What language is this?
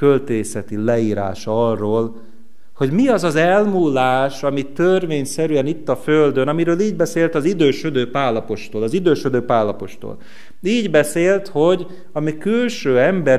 Hungarian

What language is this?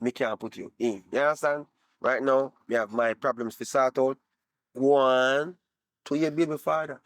Jamaican Creole English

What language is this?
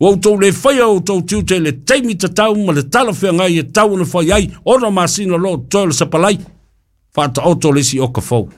Samoan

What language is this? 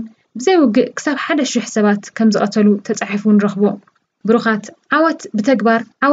Tigrinya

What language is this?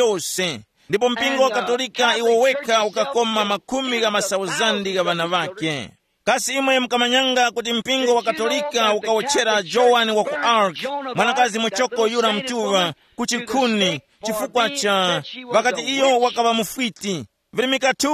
Tumbuka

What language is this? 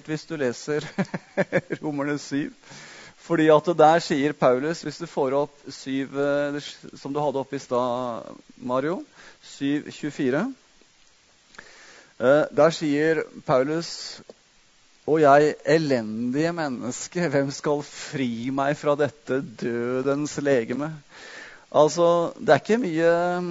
Norwegian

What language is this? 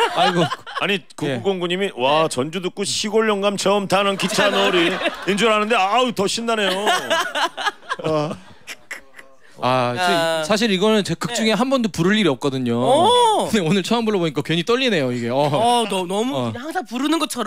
Korean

